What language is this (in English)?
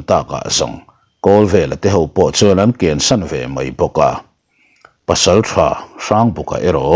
Mizo